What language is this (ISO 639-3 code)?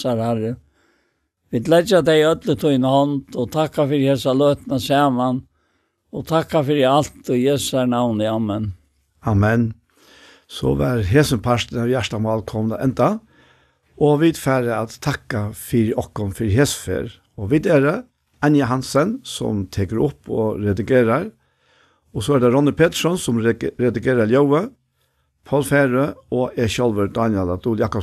fao